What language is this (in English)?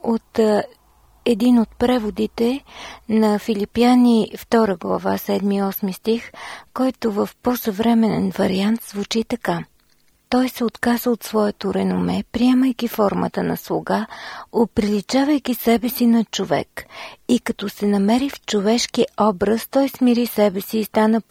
Bulgarian